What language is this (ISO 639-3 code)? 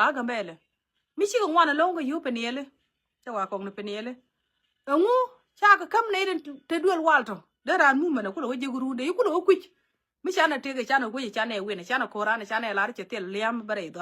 nus